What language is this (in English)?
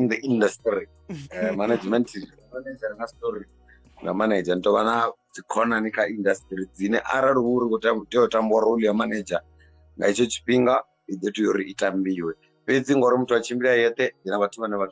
Venda